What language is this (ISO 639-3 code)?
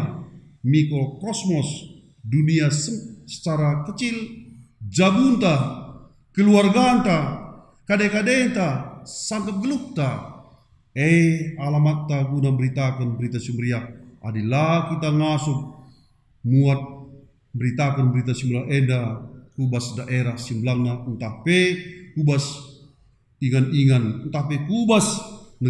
btx